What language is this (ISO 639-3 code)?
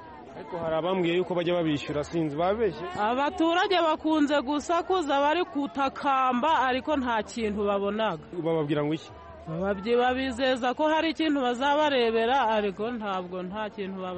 kin